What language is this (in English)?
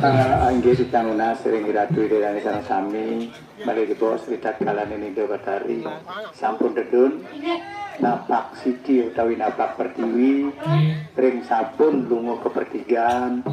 Balinese